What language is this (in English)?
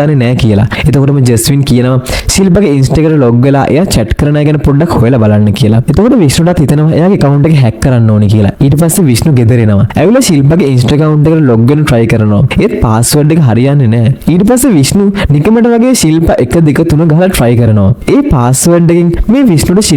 Sinhala